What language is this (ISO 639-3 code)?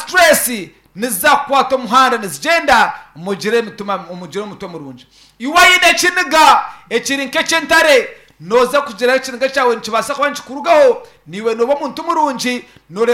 nyn